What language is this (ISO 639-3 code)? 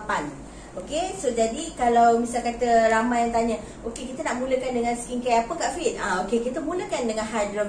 msa